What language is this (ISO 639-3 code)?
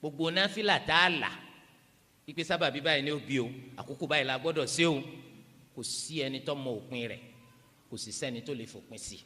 yor